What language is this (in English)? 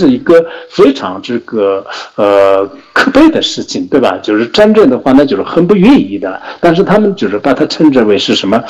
Chinese